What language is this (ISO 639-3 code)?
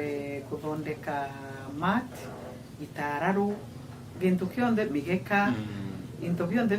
mer